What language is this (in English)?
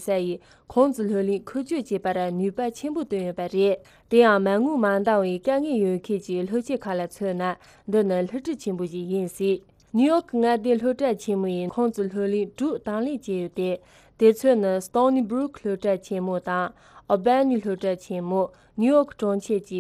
Tibetan